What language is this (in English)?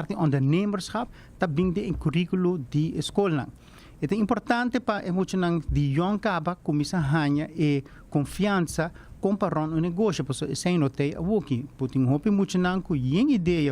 Papiamento